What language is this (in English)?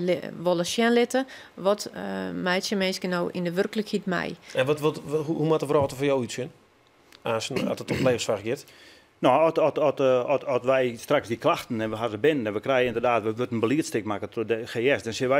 Western Frisian